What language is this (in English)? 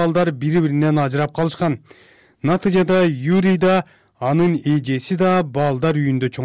Kyrgyz